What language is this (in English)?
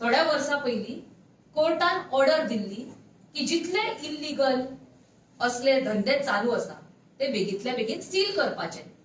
Konkani